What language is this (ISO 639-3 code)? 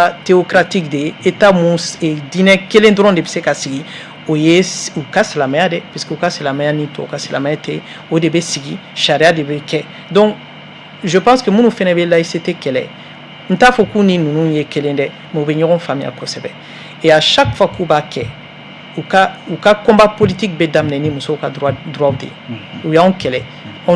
bam